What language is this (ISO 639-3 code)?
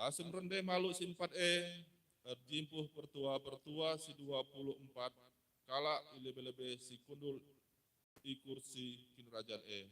btx